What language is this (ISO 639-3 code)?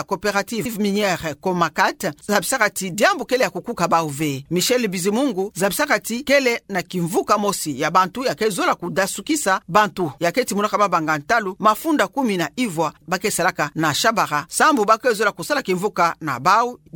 ktu